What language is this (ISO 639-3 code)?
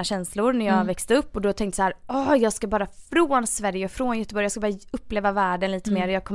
swe